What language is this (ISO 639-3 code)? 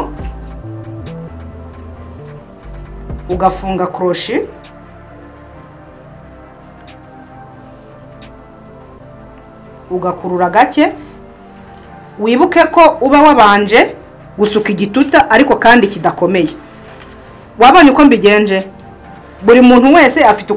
kin